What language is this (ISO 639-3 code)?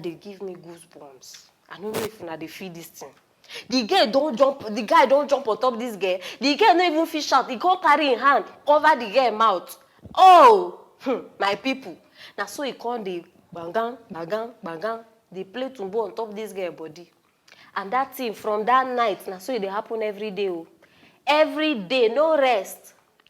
pcm